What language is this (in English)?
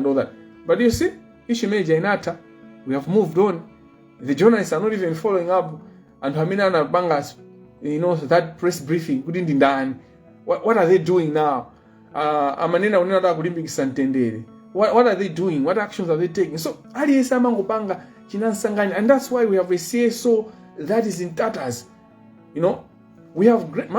Nyanja